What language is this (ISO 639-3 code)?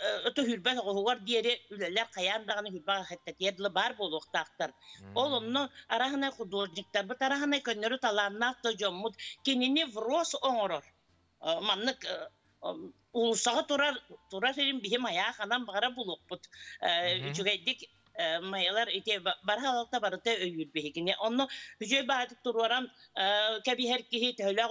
sah